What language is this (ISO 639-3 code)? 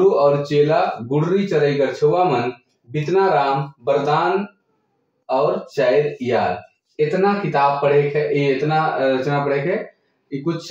sck